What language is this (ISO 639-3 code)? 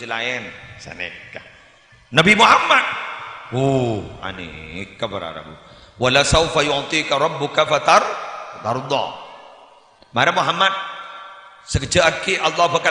mad